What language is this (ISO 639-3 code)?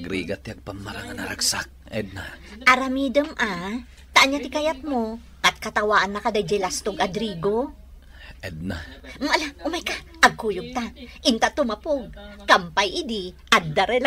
ilo